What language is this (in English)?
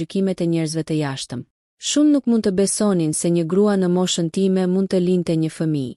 Albanian